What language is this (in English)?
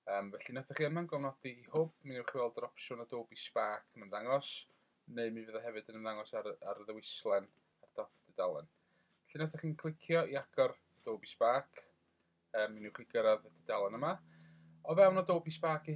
Welsh